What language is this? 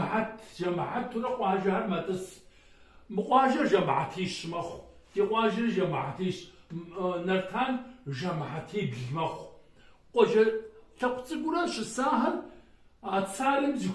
Kabardian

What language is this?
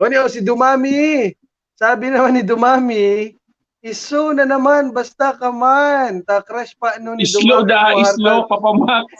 Bikol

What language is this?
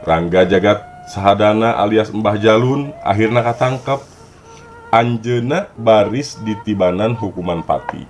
Sundanese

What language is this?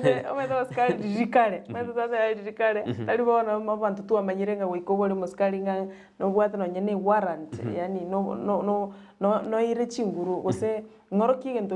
Gusii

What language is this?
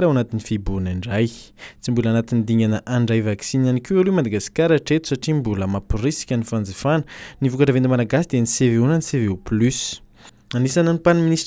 Malagasy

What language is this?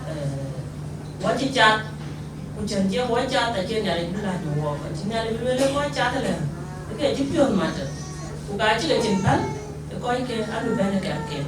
Dinka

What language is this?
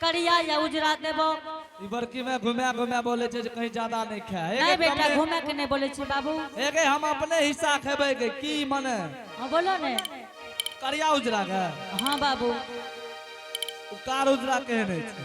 Angika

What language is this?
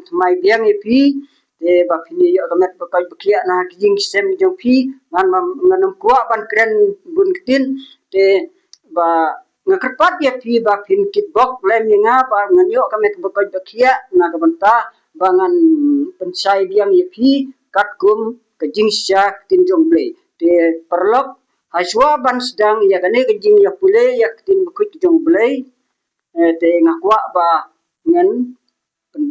Khasi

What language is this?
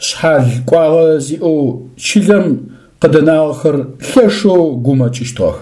Adyghe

